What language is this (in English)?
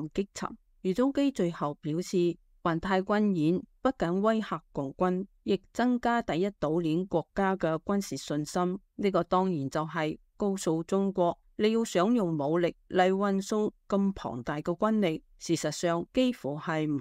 Cantonese